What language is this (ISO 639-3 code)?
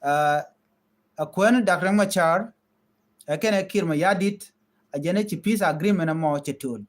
nus